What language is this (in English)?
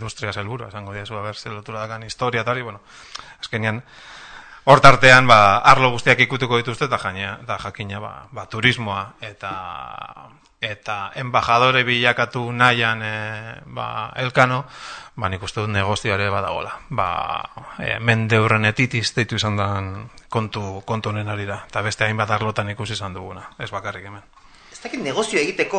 Basque